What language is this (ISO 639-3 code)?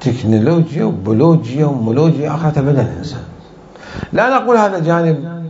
acm